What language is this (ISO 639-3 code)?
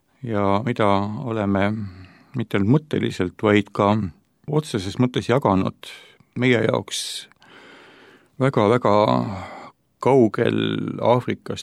est